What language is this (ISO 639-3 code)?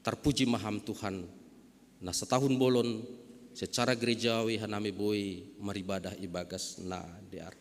bts